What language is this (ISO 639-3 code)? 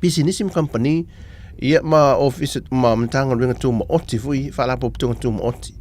smo